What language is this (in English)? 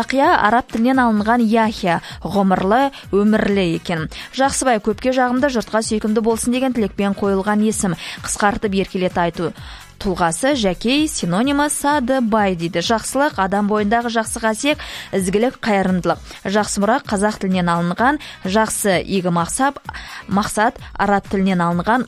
Kazakh